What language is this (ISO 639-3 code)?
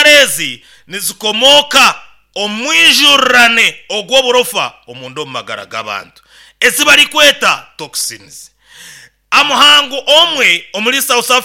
nyo